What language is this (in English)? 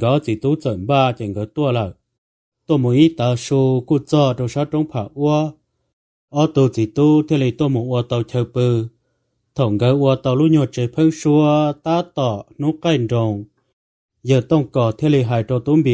Hmong